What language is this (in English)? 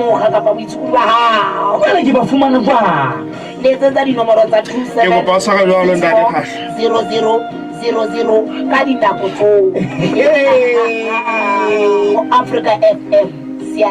Southern Sotho